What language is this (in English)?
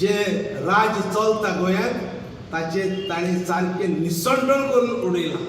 Konkani